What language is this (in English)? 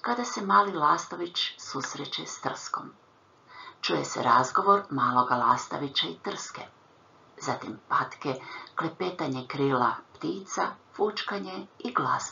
Croatian